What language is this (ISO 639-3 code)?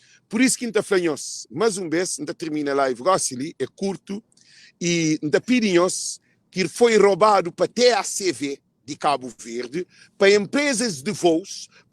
kea